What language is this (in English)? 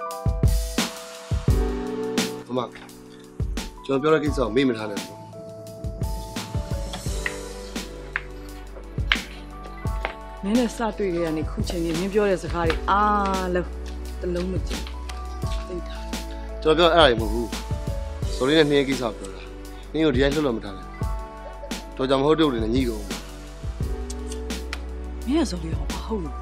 Burmese